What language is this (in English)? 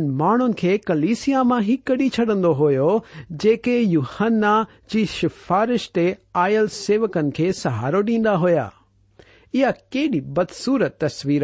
Sindhi